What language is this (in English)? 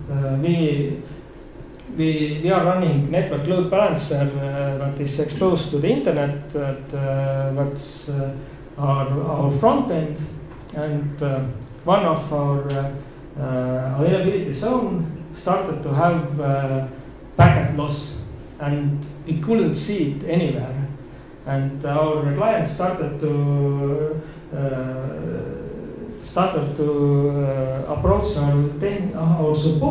English